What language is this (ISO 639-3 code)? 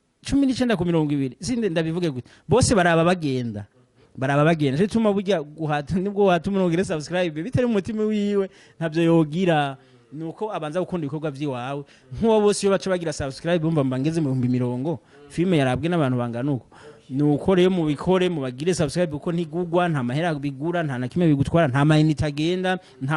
run